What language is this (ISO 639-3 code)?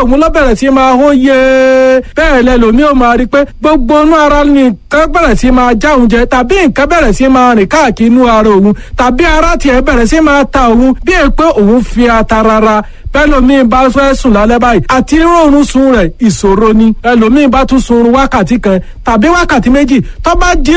yor